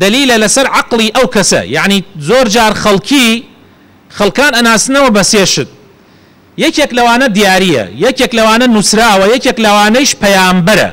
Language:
Central Kurdish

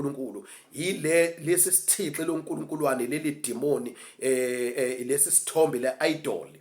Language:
Zulu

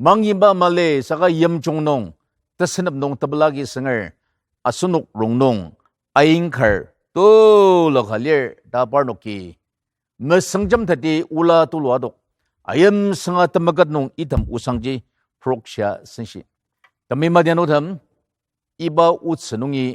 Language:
Ao Naga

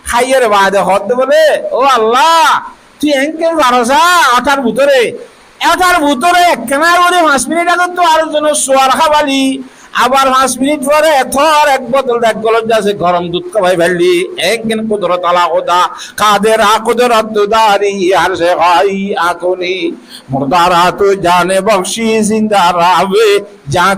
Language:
Rohingya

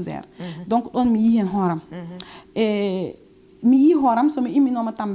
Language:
Fula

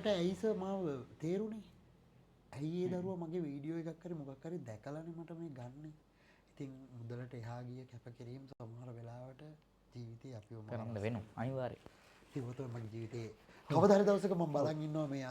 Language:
Sinhala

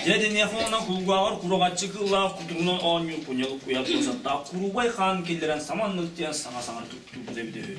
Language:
Yakut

